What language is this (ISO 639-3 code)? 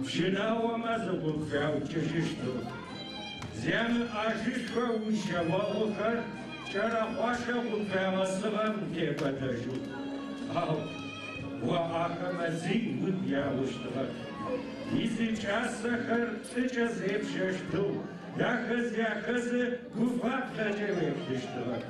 ady